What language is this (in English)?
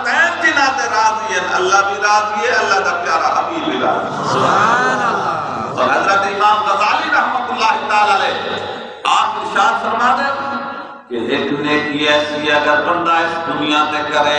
Saraiki